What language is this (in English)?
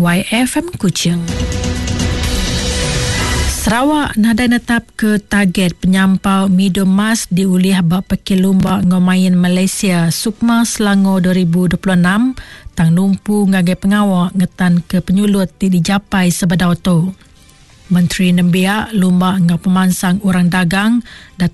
Iban